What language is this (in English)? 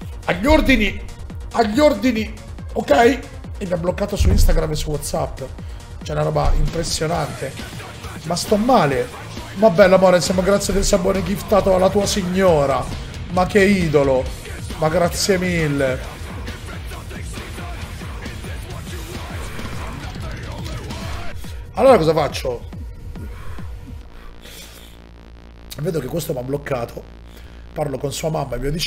Italian